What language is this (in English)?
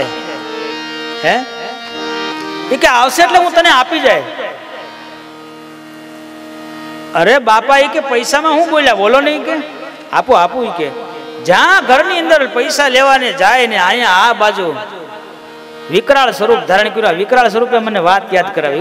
Gujarati